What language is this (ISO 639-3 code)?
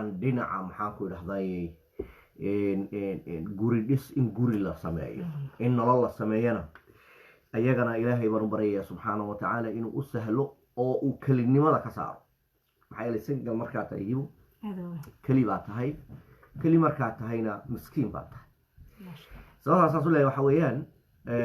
som